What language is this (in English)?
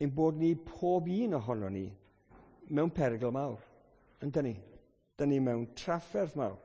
Welsh